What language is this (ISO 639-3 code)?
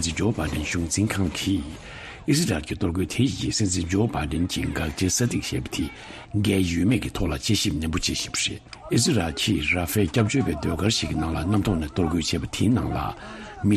bod